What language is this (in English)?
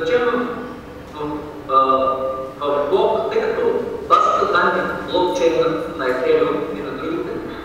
Bulgarian